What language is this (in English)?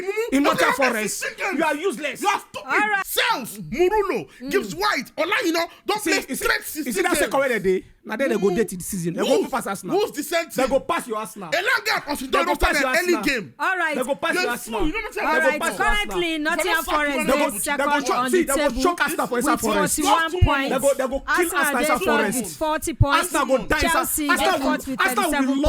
Nigerian Pidgin